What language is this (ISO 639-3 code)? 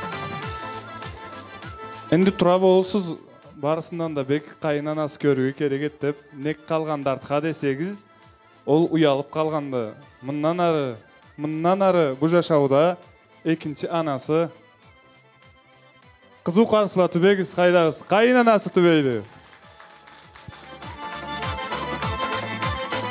kaz